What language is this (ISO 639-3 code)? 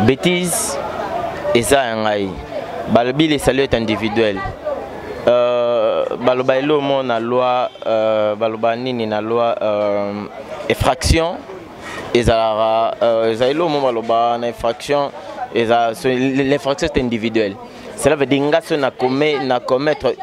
lin